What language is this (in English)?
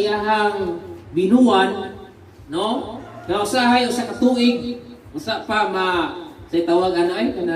Cebuano